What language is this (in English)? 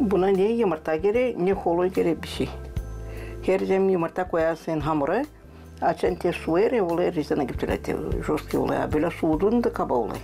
Gagauz